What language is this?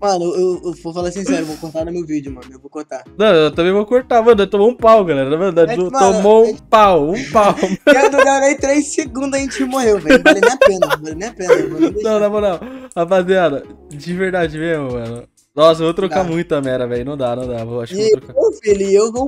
Portuguese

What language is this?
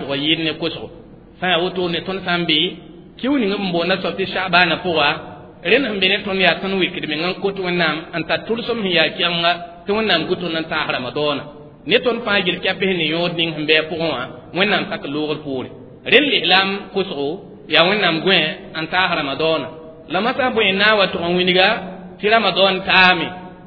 Mossi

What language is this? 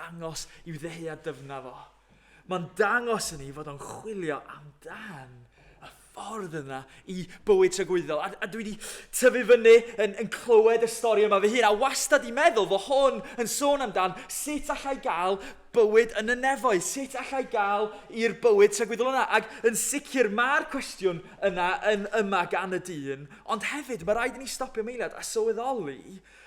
Welsh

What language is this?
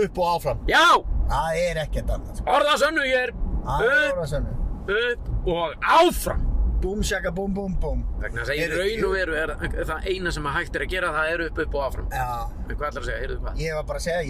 Icelandic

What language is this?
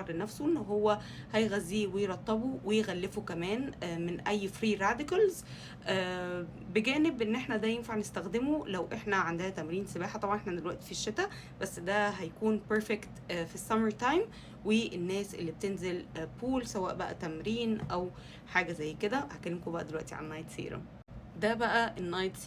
Egyptian Arabic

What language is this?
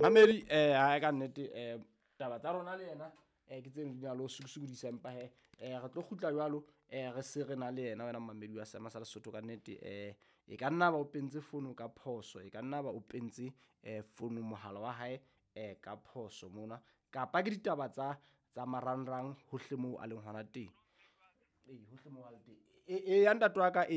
Southern Sotho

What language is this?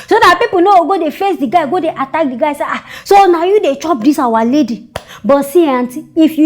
Nigerian Pidgin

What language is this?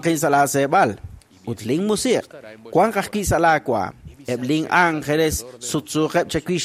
Kekchí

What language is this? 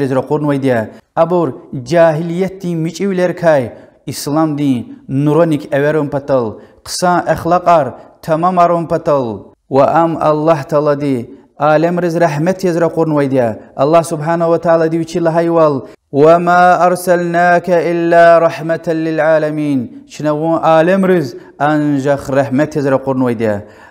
Lezghian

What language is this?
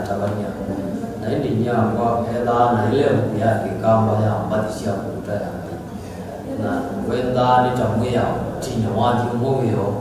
Kamba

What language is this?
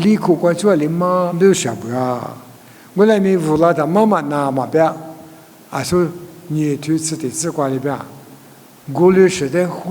Lisu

